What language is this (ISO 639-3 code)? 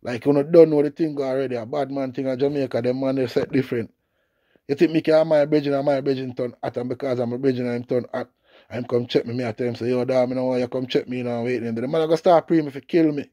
jam